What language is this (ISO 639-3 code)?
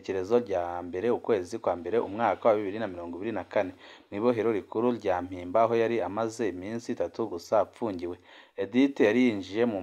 run